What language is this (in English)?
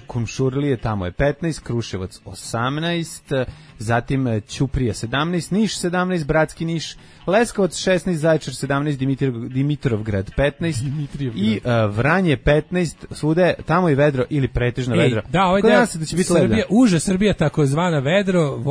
Serbian